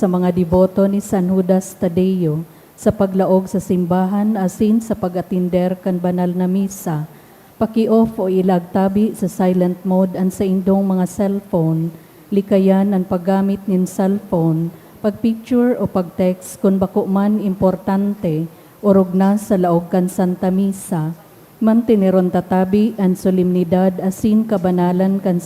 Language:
Bikol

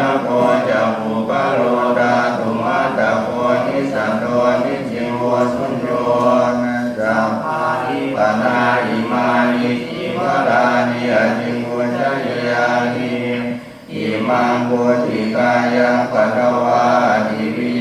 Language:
Pali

